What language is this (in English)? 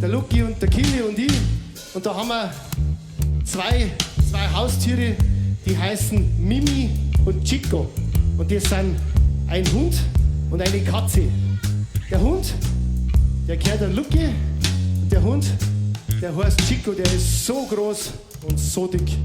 Bavarian